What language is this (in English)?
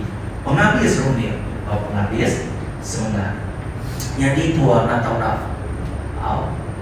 Iban